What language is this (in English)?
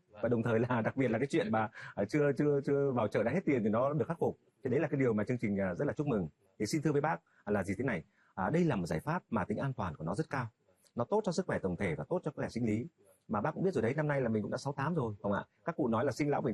Vietnamese